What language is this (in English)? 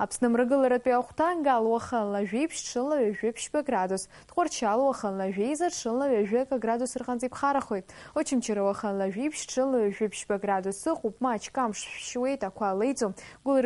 Abkhazian